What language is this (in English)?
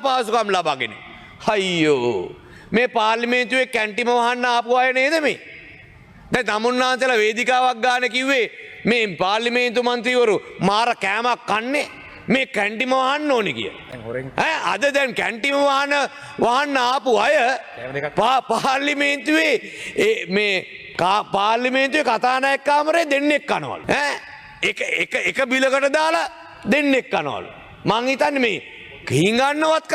Sinhala